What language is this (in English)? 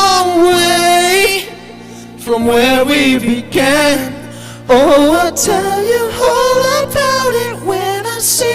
Tangkhul Naga (India)